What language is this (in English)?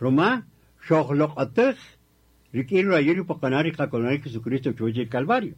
Kaqchikel